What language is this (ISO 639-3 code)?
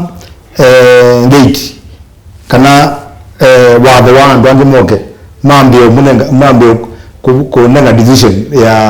kam